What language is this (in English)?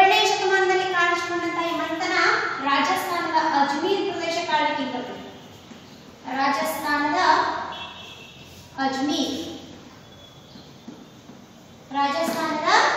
Kannada